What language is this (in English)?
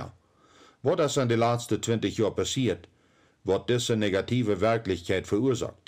Plautdietsch